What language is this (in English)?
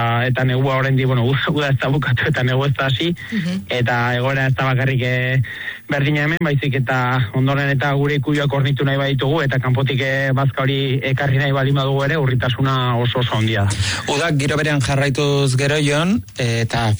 Basque